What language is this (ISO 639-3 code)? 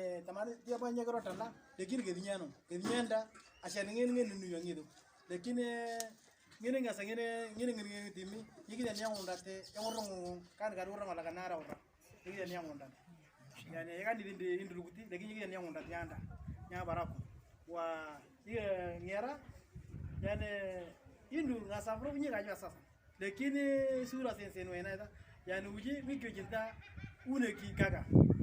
mor